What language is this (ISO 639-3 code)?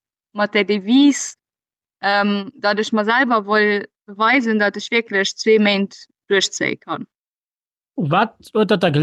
ltz